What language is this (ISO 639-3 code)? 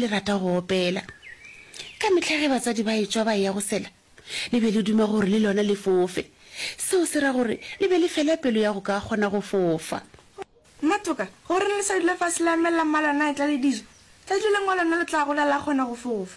nso